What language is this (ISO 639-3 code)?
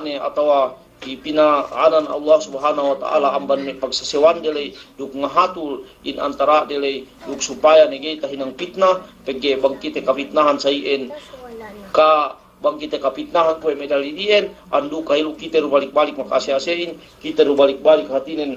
yka